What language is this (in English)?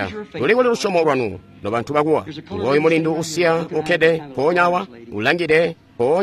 Tonga (Zambia)